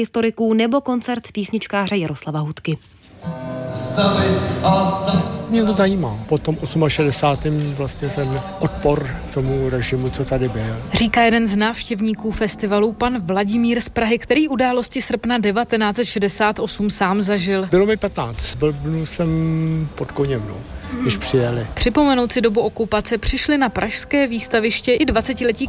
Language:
Czech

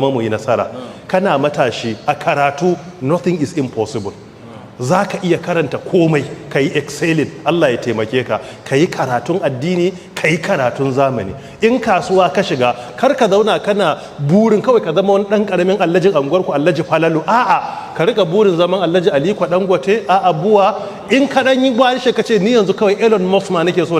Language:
Hausa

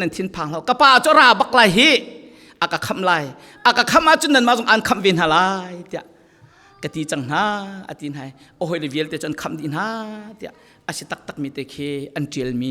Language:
Falam Chin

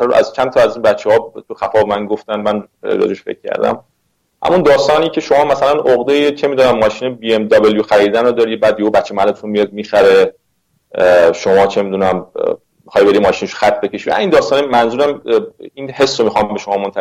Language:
Persian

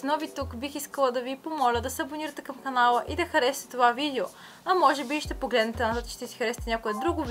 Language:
Bulgarian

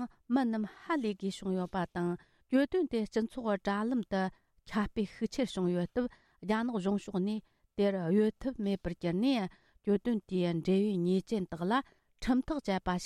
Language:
Tibetan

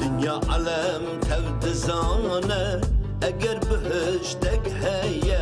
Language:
Kurdish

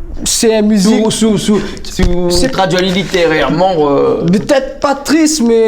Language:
Réunion Creole French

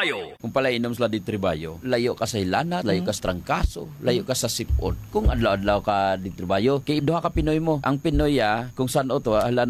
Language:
Hiligaynon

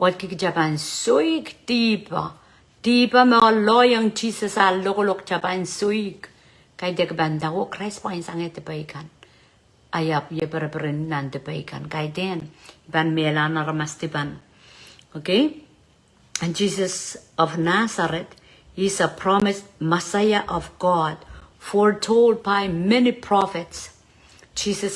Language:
Pohnpeian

